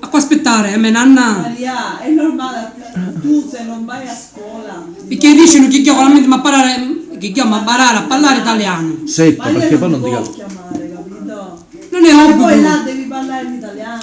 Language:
Sicilian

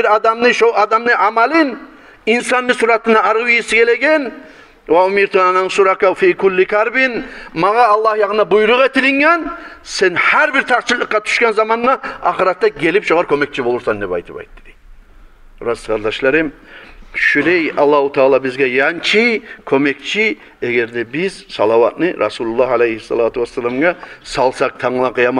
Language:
Kumyk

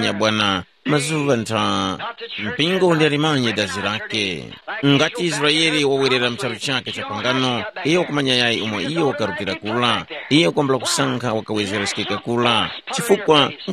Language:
Tumbuka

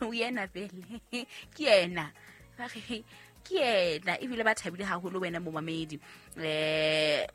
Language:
Southern Sotho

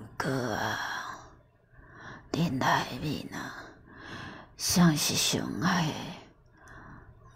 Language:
Min Nan Chinese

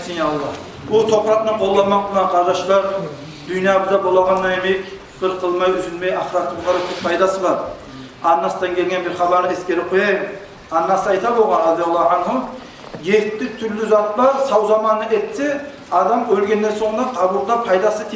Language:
Kumyk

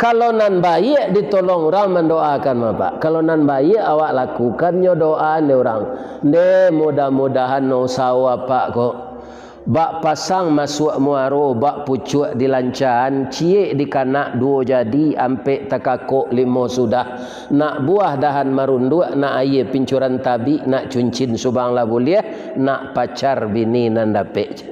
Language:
Minangkabau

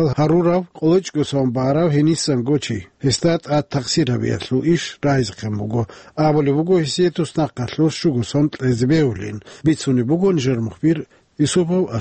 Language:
Avaric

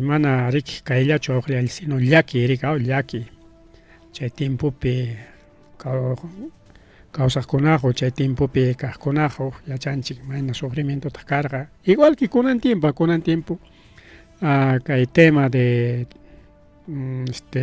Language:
Ayacucho Quechua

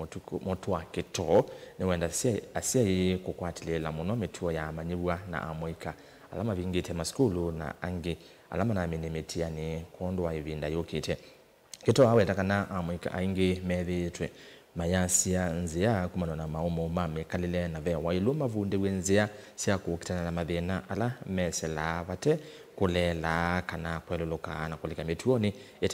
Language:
Kamba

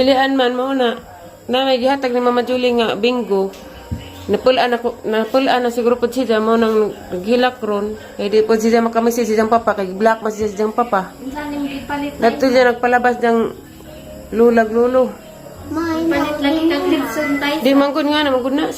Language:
Cebuano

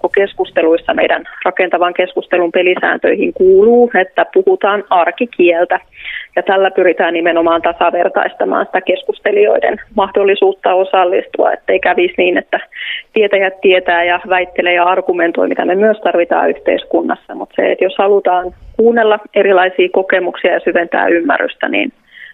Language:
Finnish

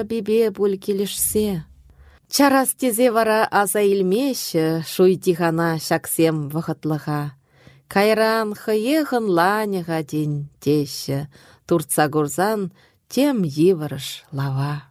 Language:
Chuvash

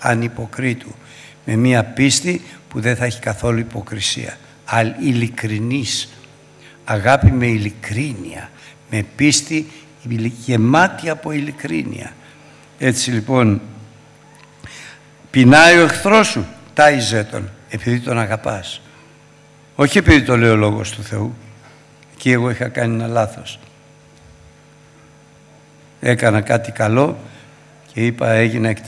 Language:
Greek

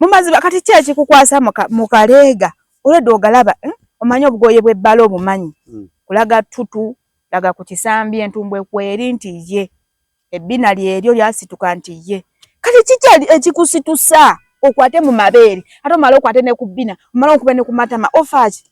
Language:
Ganda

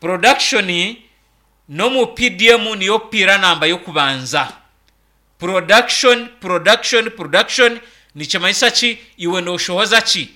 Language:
Nyankole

